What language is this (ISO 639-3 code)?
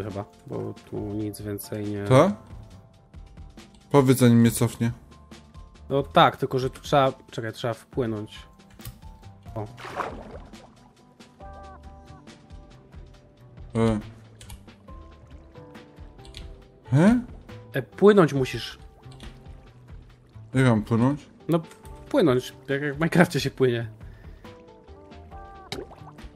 pol